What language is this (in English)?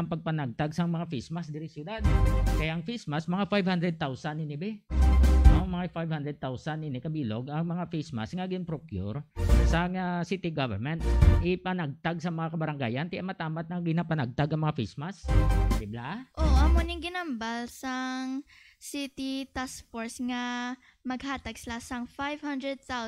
Hiligaynon